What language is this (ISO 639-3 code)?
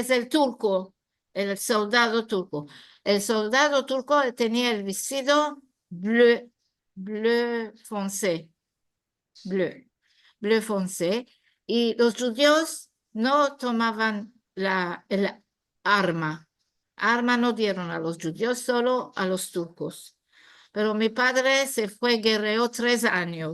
lad